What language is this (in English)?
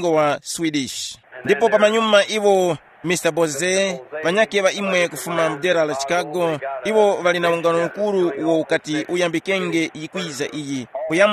Tumbuka